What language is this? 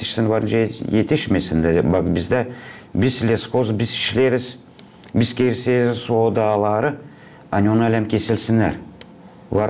Gagauz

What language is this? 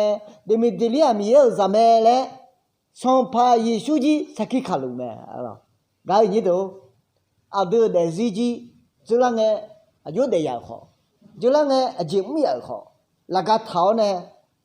Akha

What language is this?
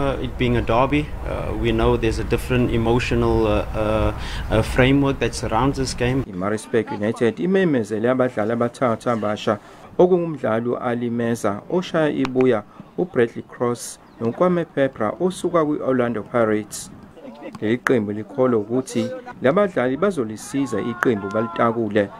Zulu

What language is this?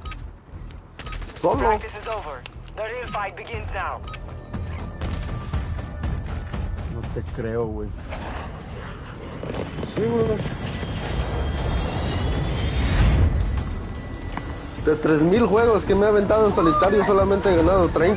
Spanish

